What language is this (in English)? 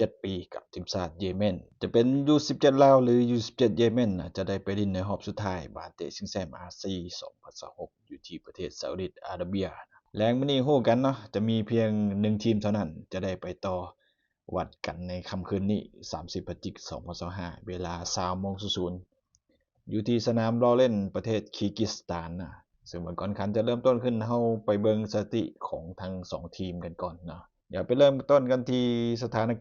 Lao